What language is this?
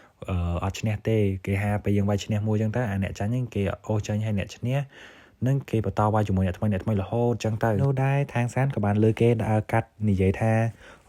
Khmer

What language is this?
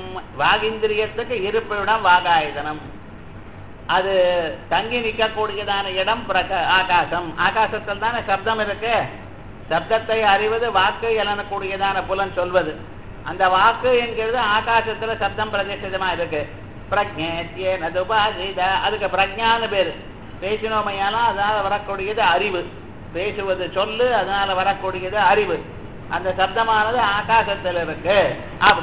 Tamil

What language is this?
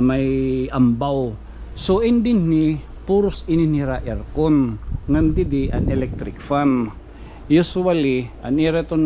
Waray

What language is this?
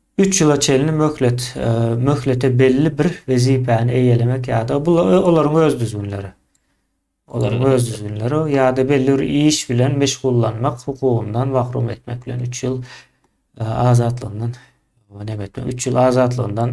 Turkmen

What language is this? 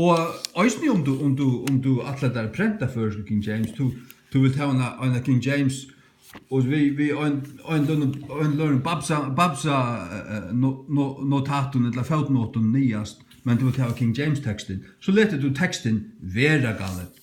Faroese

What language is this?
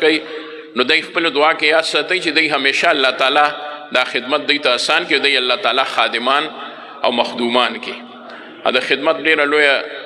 Pashto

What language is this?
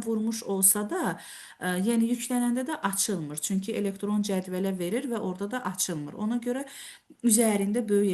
Azerbaijani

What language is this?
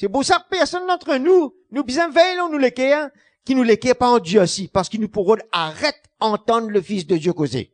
Morisyen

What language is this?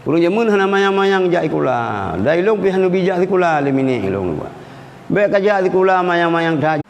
Achinese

